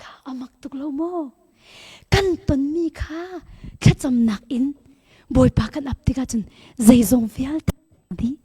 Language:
Hakha Chin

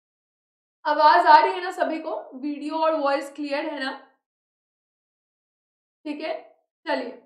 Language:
Hindi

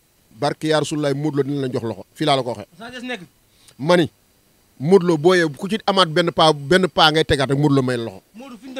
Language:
Wolof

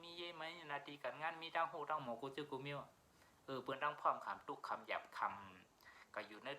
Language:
Shan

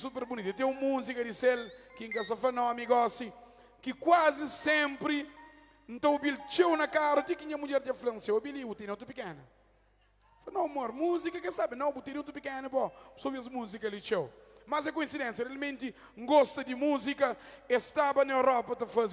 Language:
Kabuverdianu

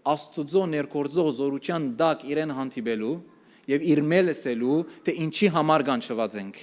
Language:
Western Armenian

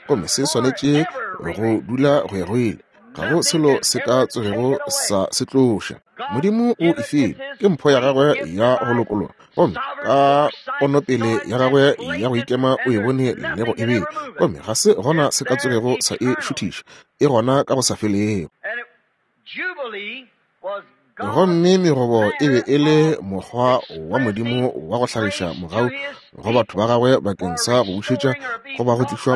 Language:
Northern Sotho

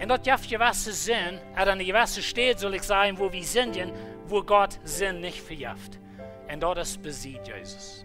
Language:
Plautdietsch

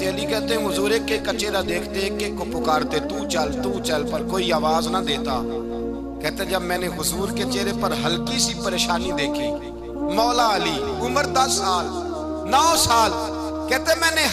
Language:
Urdu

